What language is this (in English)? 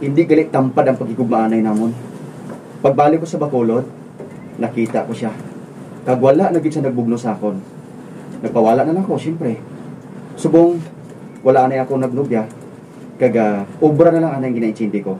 Hiligaynon